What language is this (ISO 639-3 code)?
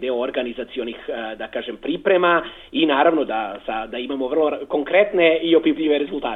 srp